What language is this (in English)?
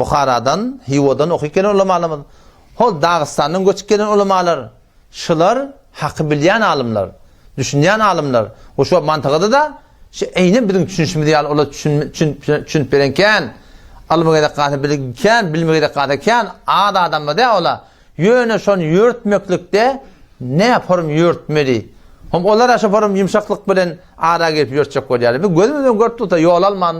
Turkmen